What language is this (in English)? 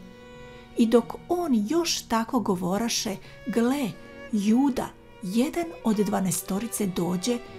Serbian